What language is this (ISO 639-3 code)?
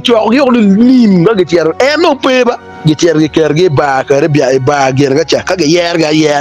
ach